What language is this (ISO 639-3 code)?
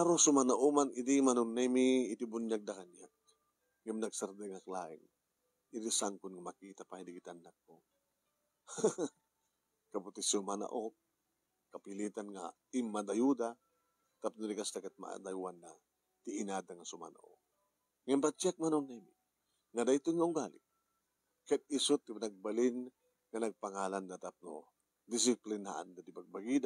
ilo